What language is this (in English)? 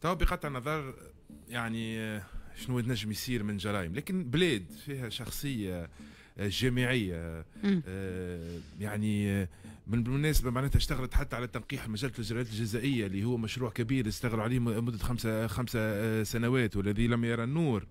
Tunisian Arabic